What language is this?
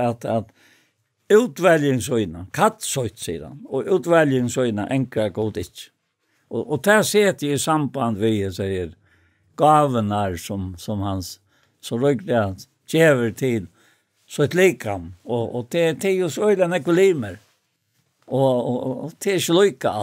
Faroese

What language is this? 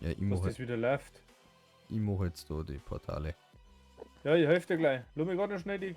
Bavarian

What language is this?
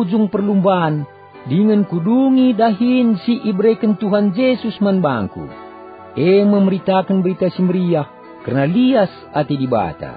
Batak Karo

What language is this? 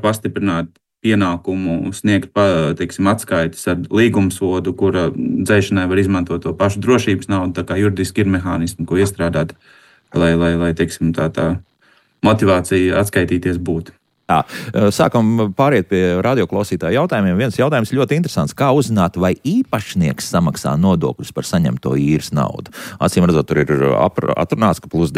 Latvian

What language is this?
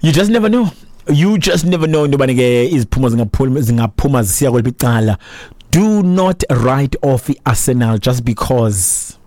Xhosa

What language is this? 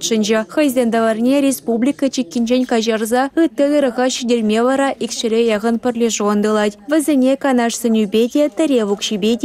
Chuvash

